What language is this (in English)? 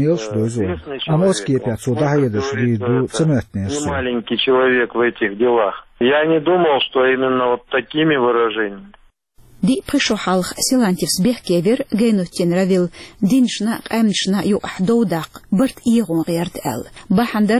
Chechen